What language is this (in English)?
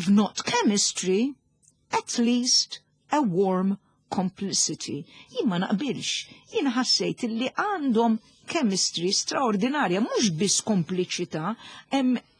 Maltese